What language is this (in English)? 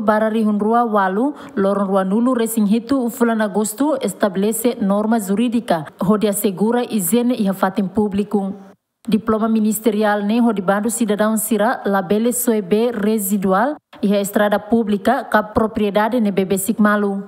Tetum